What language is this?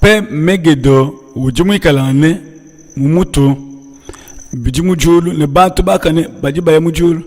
Luba-Lulua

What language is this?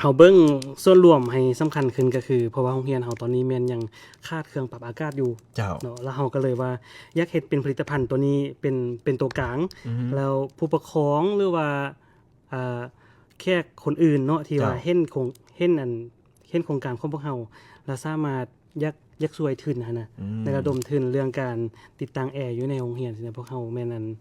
Lao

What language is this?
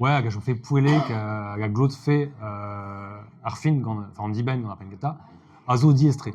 Breton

